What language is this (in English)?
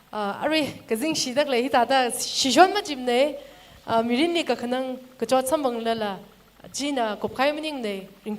Tangkhul Naga (India)